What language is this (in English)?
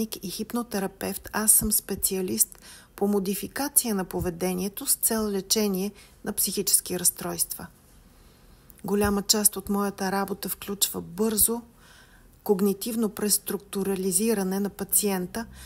Bulgarian